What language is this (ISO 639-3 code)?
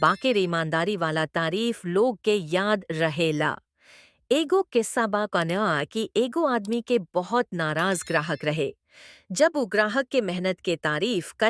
bho